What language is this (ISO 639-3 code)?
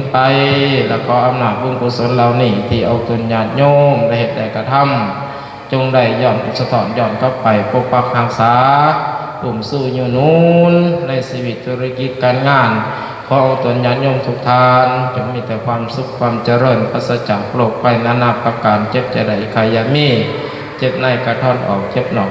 lao